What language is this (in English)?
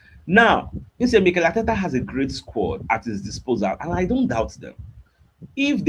Nigerian Pidgin